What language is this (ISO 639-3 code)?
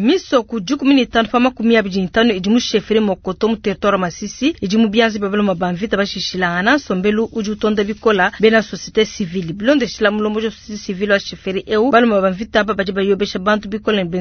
lua